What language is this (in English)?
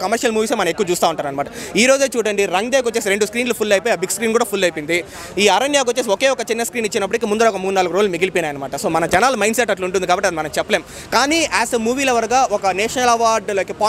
Telugu